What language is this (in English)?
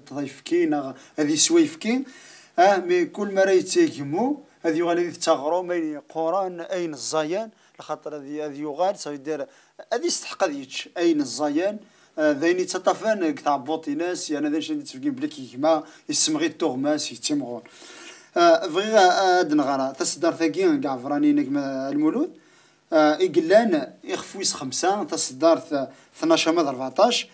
Kabyle